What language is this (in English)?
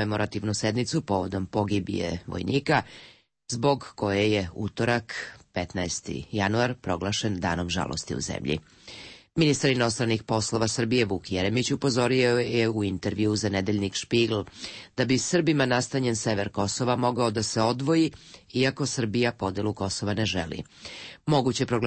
Serbian